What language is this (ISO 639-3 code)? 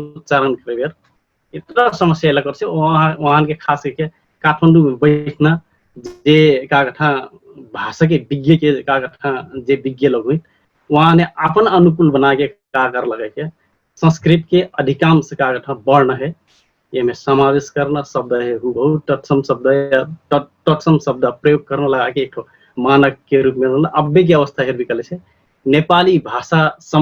thl